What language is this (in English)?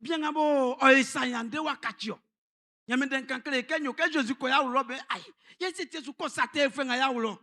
Baoulé